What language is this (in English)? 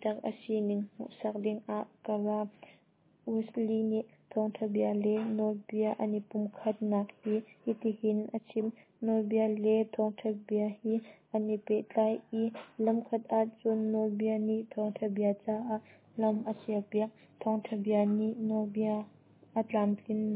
Hakha Chin